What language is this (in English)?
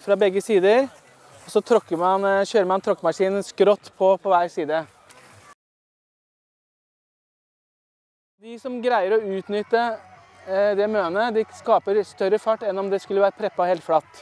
Norwegian